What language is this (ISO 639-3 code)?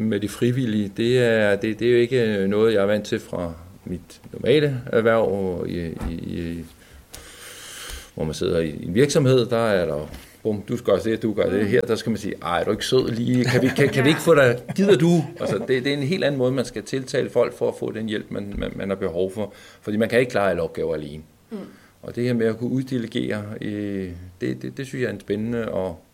dan